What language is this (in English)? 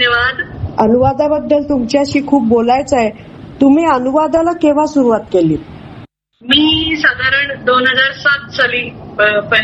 Marathi